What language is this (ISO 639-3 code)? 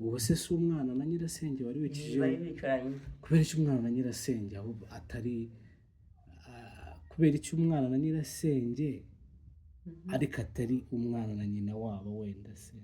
kin